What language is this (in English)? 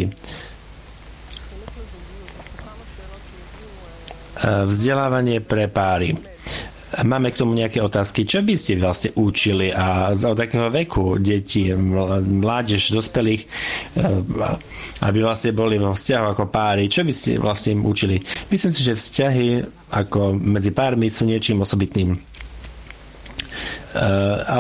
Slovak